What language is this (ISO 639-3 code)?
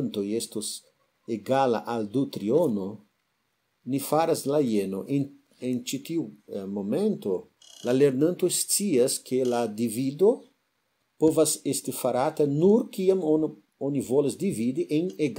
epo